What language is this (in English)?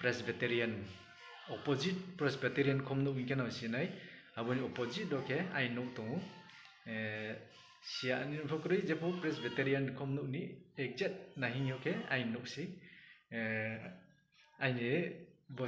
Riang (India)